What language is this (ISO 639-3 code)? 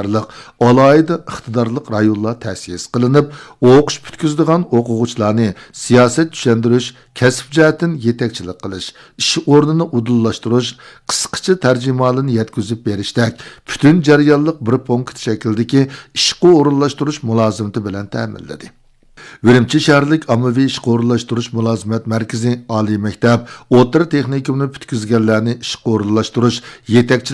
uig